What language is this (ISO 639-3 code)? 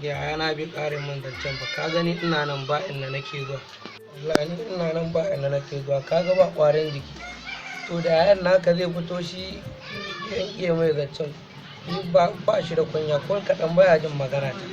hau